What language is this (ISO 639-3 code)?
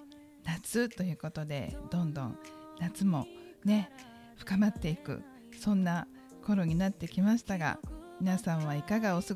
jpn